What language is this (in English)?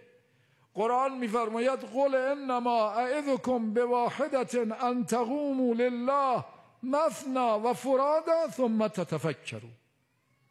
Persian